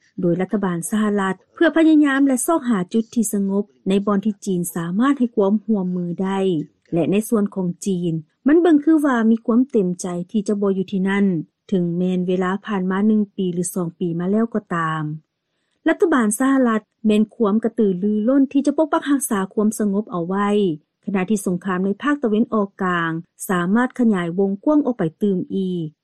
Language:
Lao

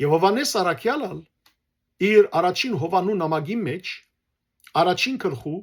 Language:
Western Armenian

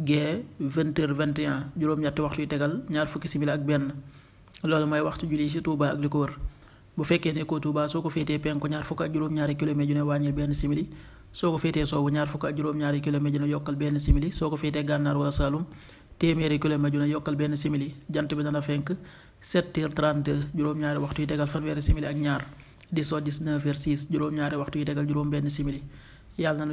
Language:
Wolof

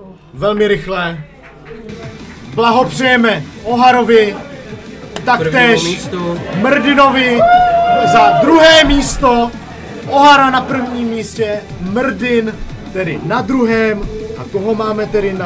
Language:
Czech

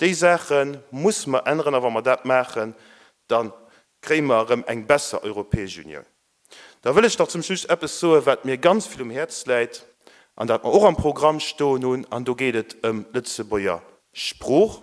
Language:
Luxembourgish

